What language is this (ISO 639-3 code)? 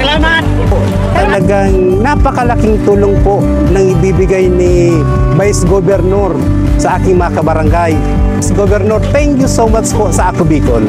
bik